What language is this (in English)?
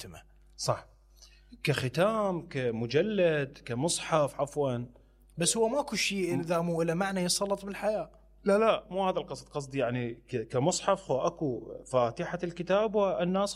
Mesopotamian Arabic